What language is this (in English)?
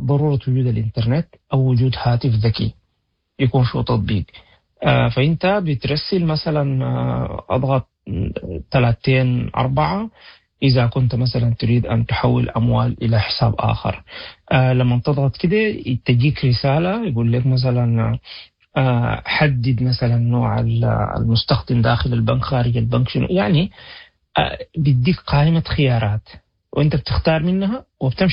Sudanese Arabic